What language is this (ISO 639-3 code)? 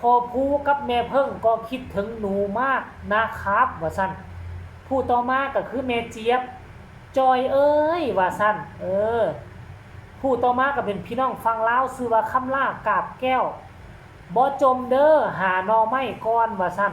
tts